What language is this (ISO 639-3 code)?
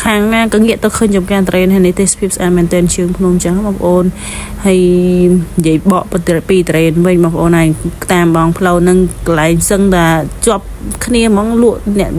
khm